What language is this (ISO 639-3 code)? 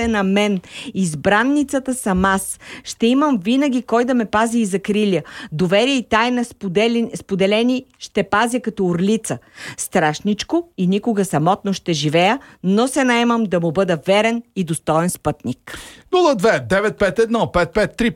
bul